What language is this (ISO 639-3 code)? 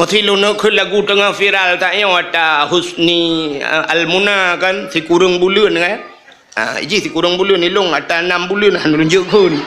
ace